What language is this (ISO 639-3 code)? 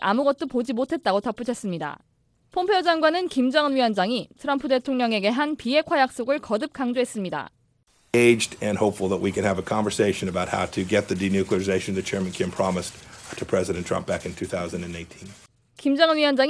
kor